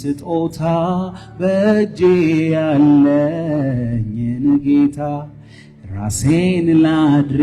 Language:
Amharic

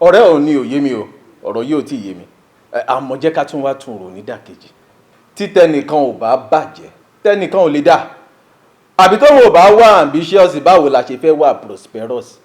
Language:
Yoruba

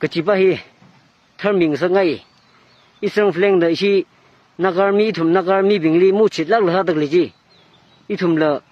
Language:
Tangkhul Naga (India)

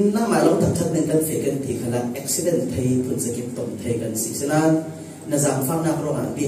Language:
Falam Chin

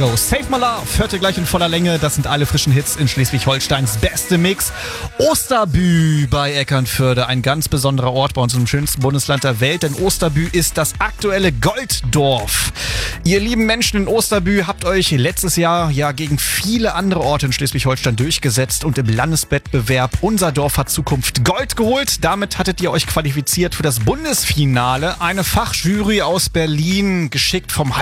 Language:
German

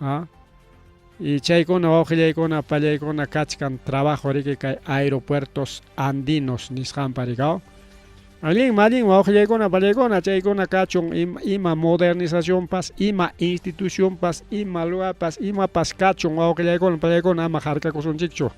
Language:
Ayacucho Quechua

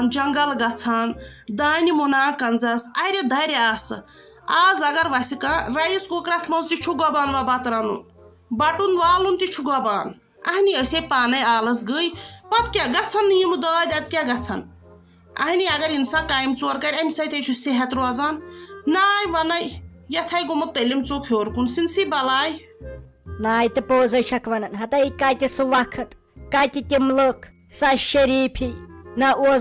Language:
Kashmiri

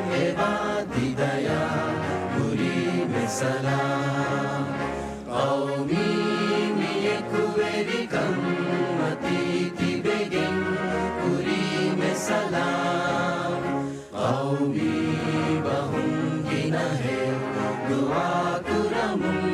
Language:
Divehi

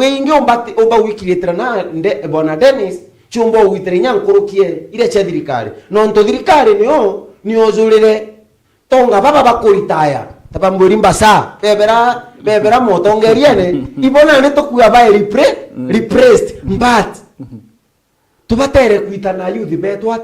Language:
Meru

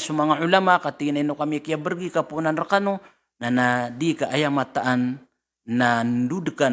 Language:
Maranao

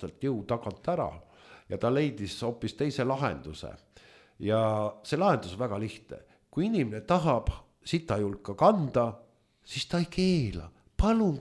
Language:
Estonian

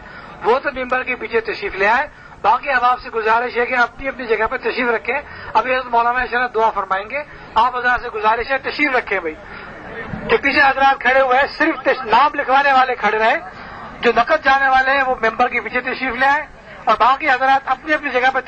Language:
Urdu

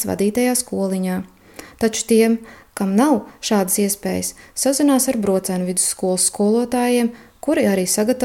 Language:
Latvian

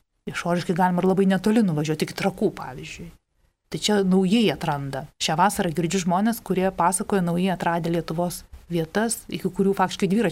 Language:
Lithuanian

